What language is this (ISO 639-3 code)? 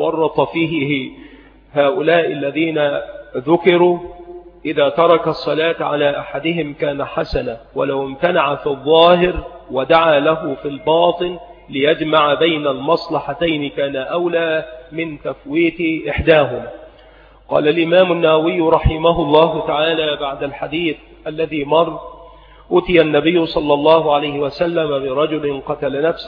ara